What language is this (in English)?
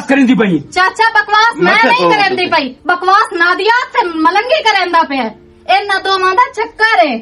Western Panjabi